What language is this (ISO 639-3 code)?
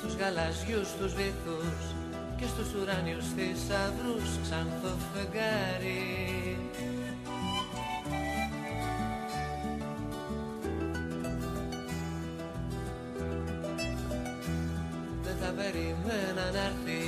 ell